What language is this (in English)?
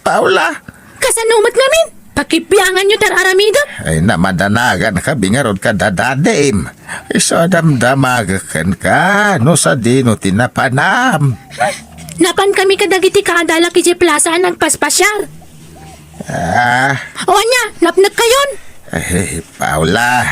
Iloko